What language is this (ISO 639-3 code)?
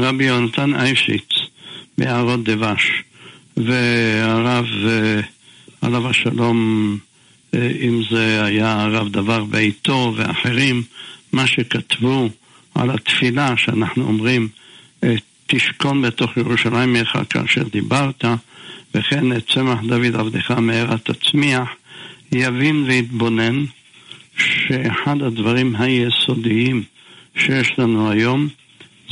heb